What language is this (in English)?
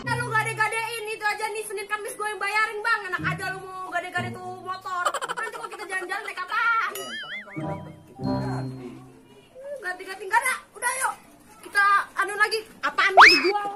Betawi